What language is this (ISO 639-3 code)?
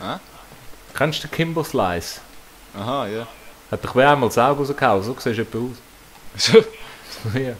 gsw